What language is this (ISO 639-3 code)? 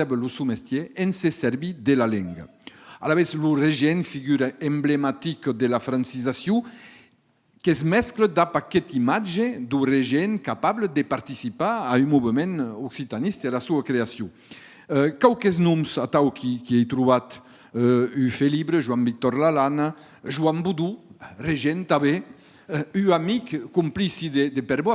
oci